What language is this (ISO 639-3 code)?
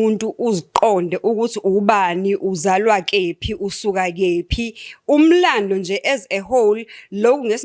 zul